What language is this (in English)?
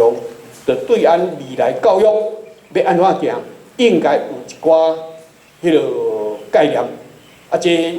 Min Nan Chinese